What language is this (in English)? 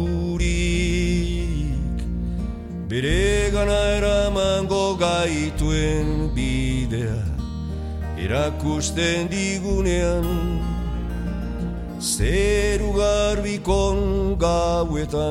Basque